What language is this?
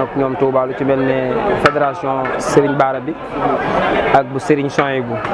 Wolof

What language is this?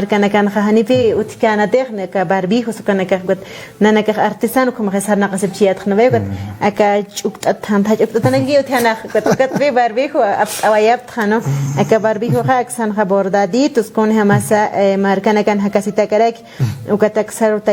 Aymara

